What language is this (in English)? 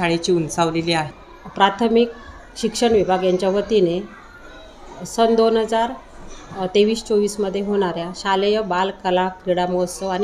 Marathi